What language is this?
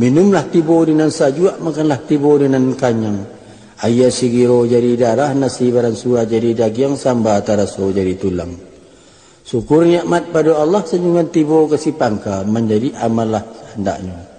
Minangkabau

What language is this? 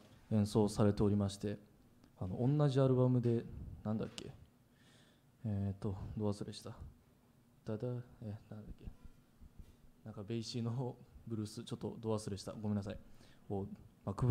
Japanese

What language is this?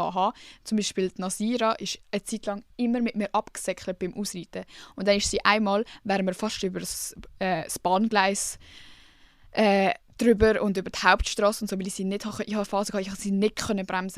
Swiss German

